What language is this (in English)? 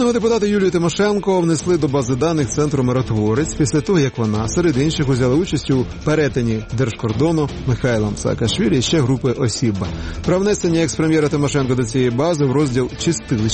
Ukrainian